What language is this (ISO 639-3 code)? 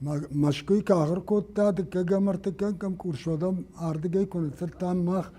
oss